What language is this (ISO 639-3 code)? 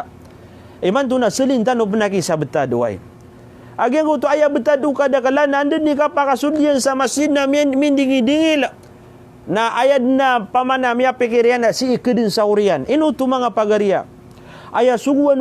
mrw